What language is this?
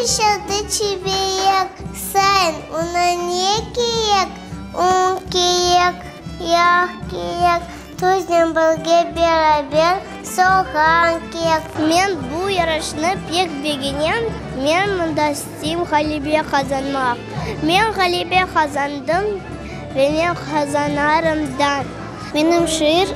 Crimean Tatar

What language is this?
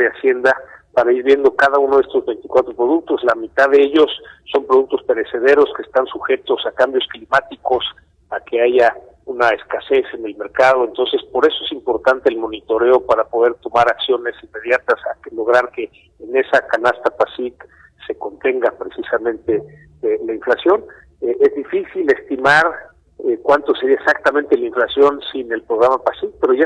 Spanish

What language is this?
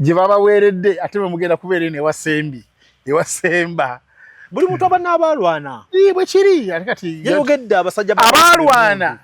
Ganda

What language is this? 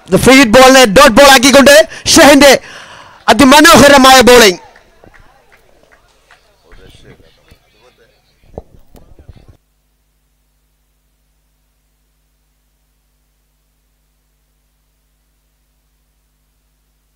Malayalam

